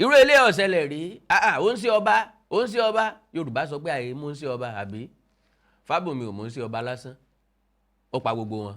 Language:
Yoruba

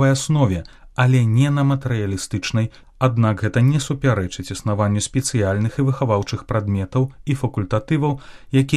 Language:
Belarusian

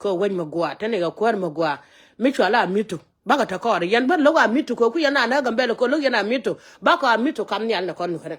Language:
Nuer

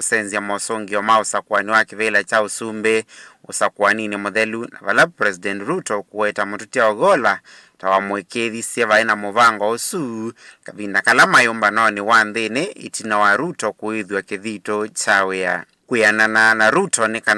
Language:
Kamba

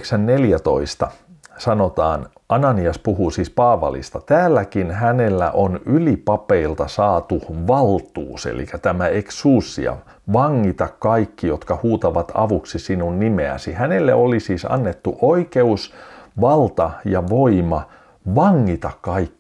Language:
Finnish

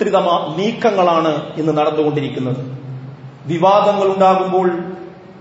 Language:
Malayalam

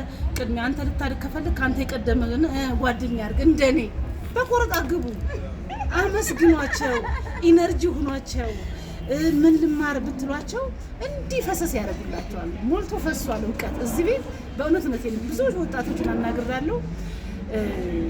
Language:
Amharic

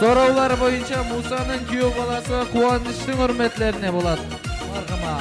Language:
Kara-Kalpak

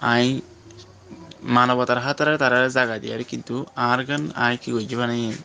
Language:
Rohingya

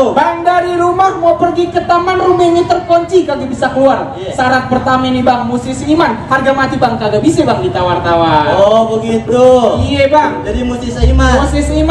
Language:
Betawi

